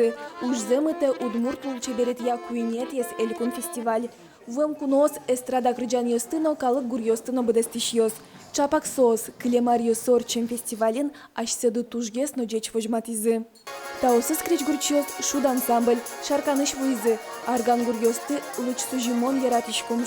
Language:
Udmurt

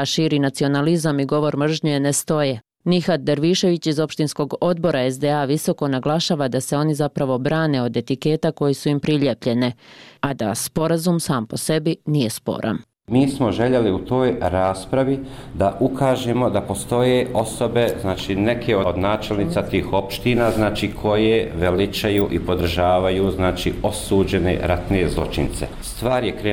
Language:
Bosnian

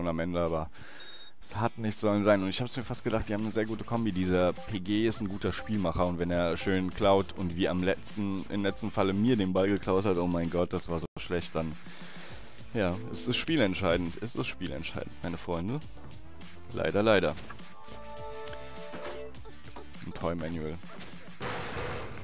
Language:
German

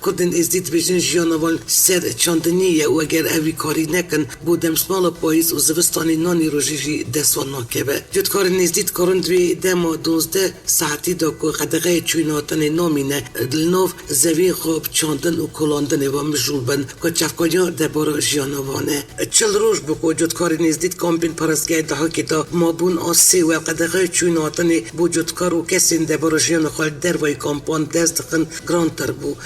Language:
Kurdish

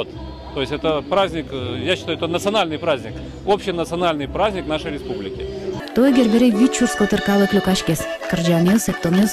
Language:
Udmurt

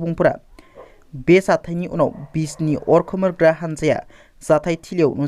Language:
Bodo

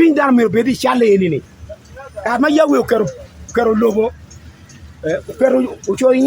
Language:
Acoli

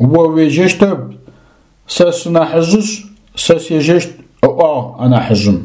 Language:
Adyghe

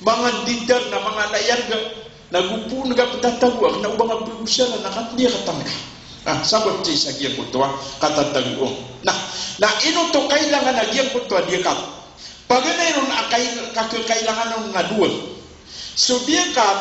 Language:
Maranao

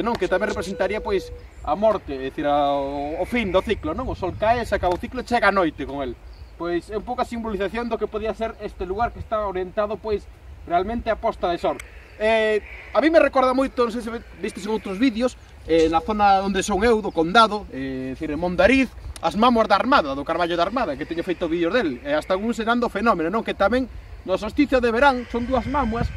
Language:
Galician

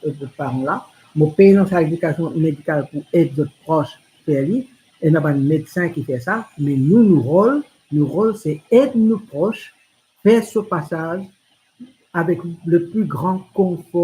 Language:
Morisyen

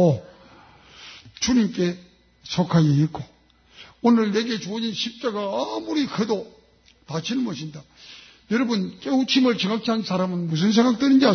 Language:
Korean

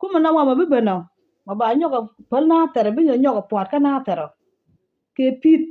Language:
Nuer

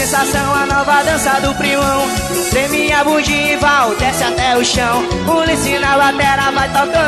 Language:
Portuguese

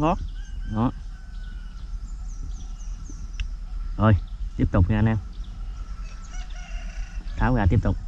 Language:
Vietnamese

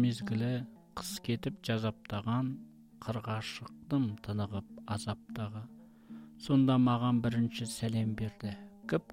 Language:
Kazakh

